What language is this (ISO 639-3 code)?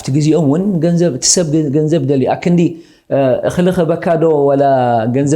tir